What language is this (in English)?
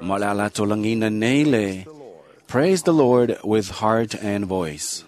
Samoan